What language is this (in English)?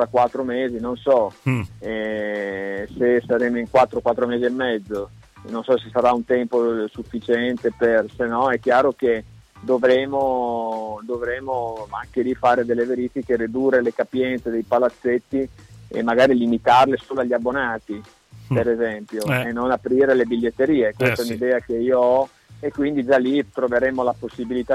Italian